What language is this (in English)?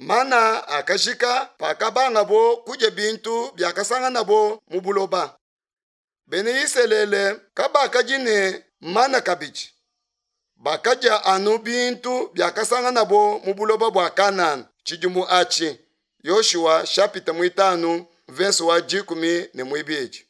Luba-Lulua